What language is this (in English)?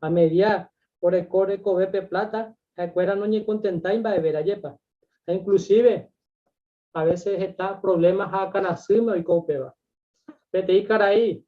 Guarani